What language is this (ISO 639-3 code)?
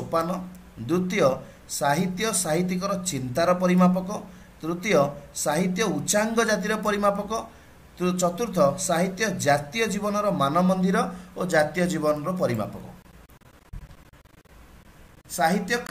ori